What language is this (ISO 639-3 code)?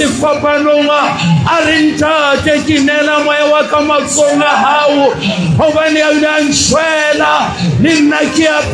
sot